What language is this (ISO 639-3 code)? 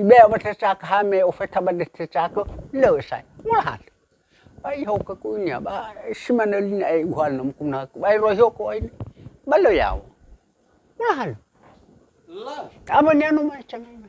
nia